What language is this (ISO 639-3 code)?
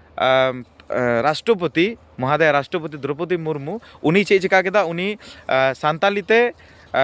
sat